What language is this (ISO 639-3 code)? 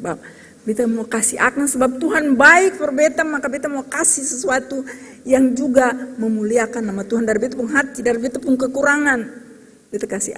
abs